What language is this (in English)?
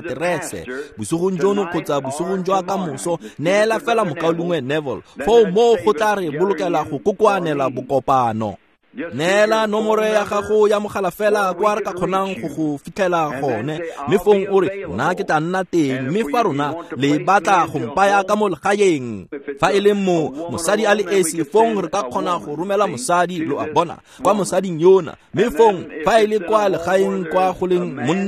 Tswana